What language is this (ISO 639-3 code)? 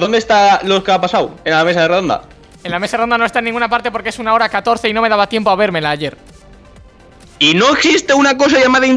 spa